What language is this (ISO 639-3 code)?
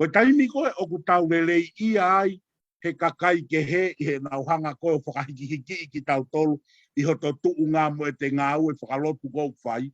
ton